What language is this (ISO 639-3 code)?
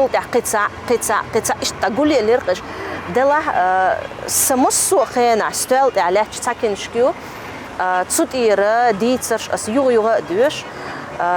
che